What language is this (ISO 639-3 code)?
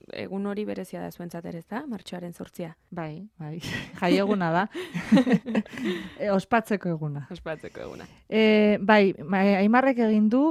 eus